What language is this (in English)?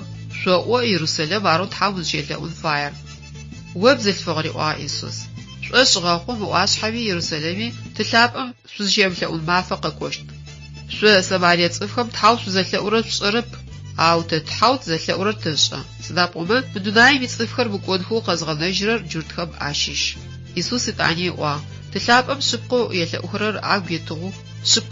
Adyghe